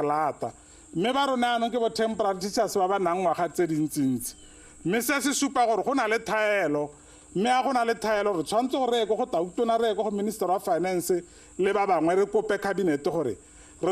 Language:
Tswana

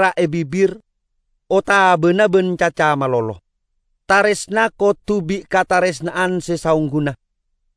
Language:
Madurese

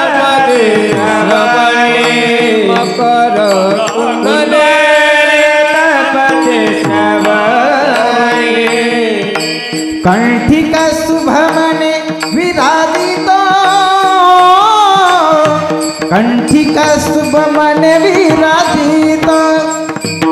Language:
Marathi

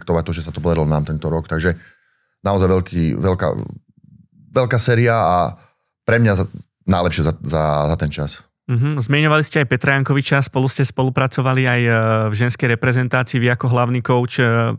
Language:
Slovak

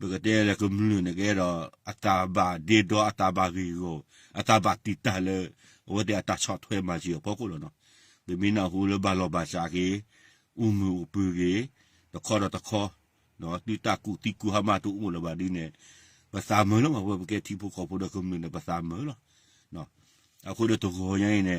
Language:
S'gaw Karen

